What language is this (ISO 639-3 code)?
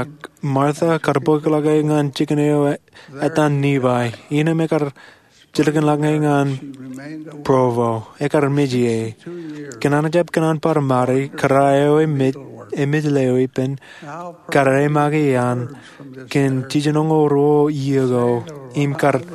mah